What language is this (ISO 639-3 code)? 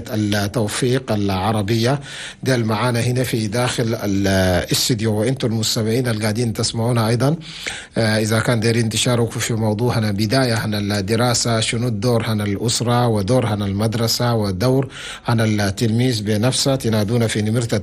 shu